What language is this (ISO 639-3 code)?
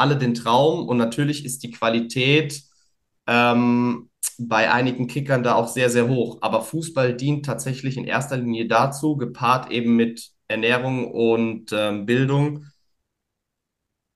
deu